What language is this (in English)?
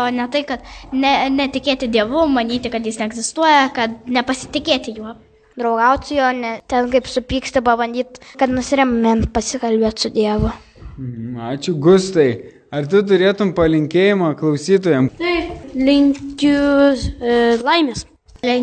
Lithuanian